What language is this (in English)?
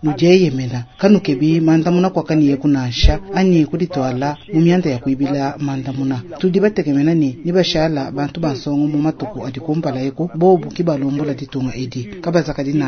Luba-Lulua